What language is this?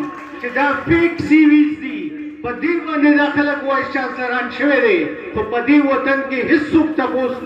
Pashto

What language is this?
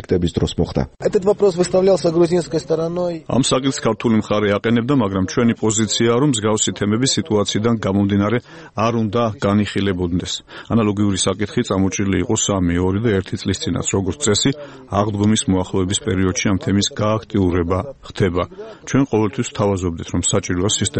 Georgian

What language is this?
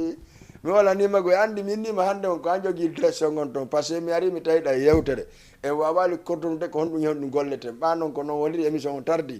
Fula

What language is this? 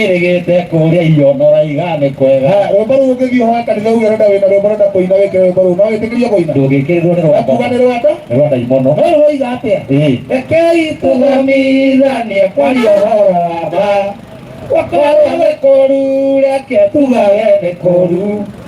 Kikuyu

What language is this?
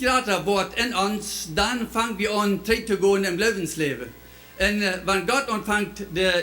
Plautdietsch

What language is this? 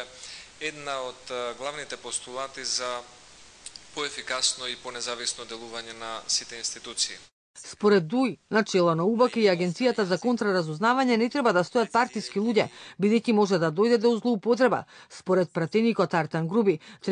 Macedonian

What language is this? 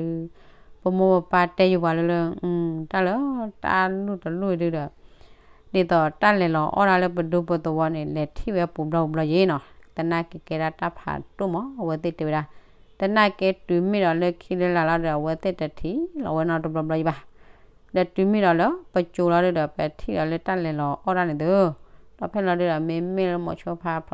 S'gaw Karen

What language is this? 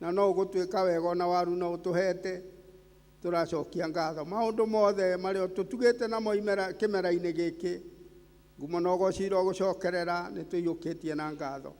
Kikuyu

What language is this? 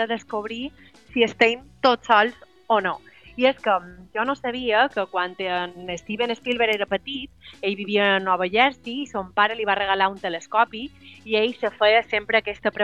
Catalan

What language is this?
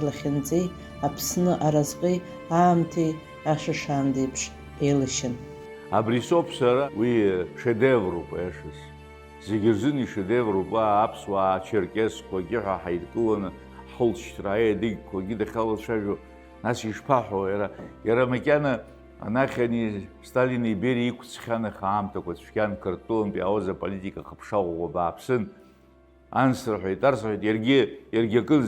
Abkhazian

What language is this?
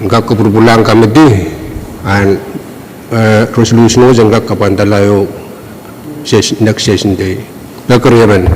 Pohnpeian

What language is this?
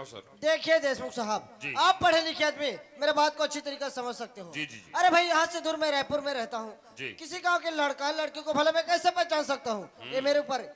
Chhattisgarhi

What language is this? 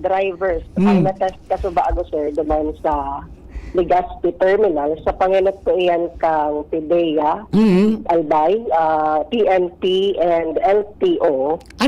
Bikol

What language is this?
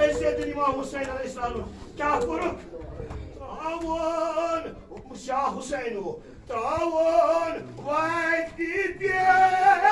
Kashmiri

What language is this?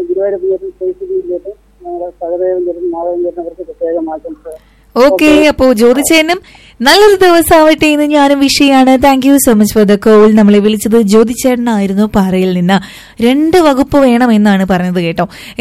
Malayalam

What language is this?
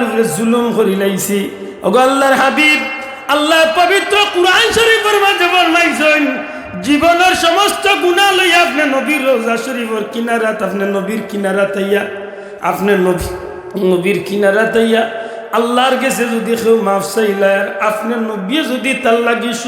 Sylheti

